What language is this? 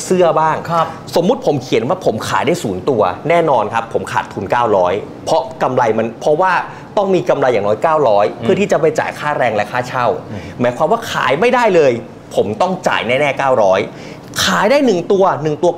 Thai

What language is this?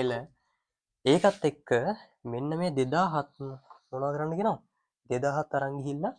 Sinhala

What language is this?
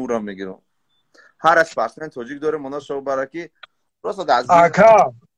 Tajik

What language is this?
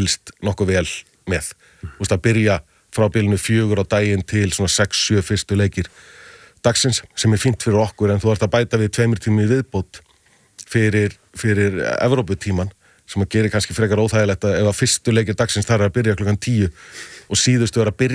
Icelandic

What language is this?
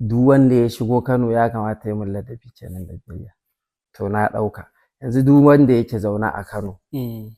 Hausa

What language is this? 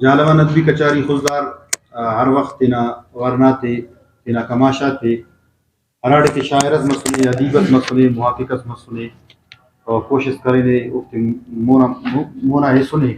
Brahui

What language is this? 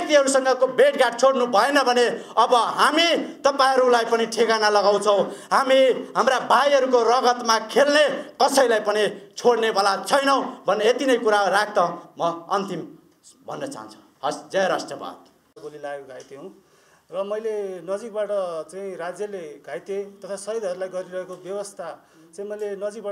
Nepali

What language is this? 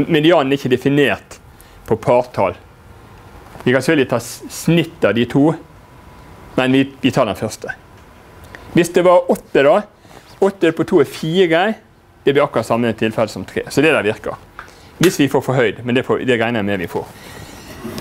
Norwegian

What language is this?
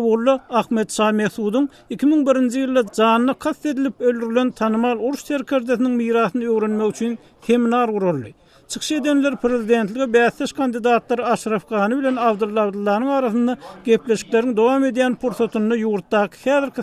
Turkmen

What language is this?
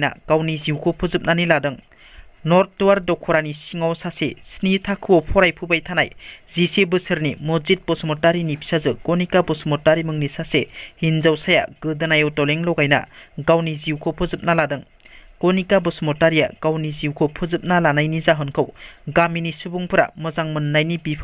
Bodo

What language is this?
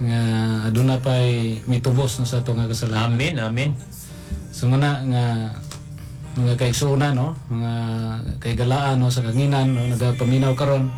Cebuano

